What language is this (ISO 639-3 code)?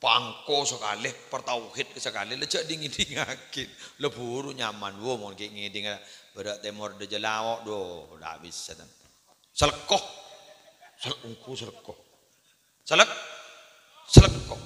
mad